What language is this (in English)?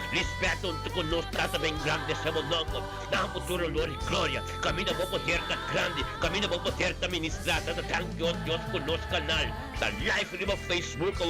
Papiamento